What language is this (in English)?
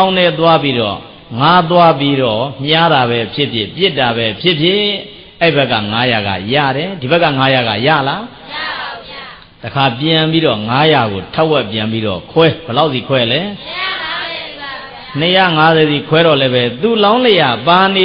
Burmese